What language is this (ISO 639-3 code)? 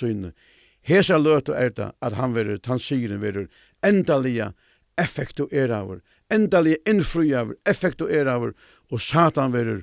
fao